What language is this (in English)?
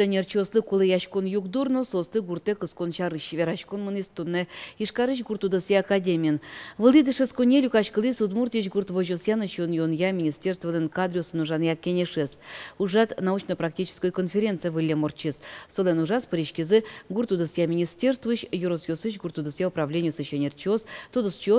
Udmurt